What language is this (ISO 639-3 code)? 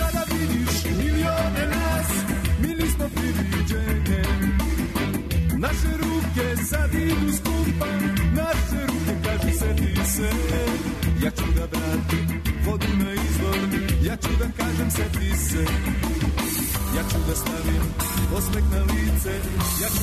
srp